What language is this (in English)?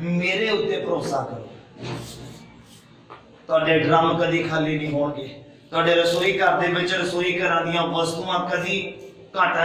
Punjabi